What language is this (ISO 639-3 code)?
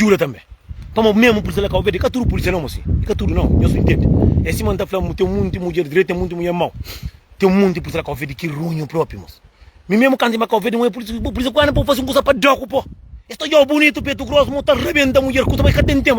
kea